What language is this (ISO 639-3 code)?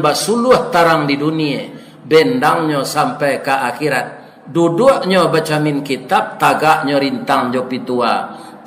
min